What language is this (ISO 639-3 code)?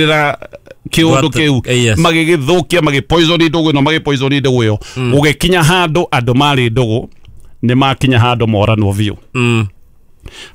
kik